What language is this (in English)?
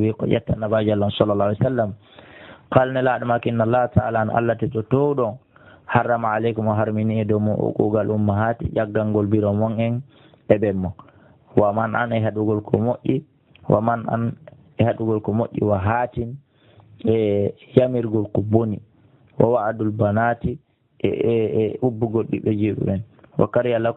Fula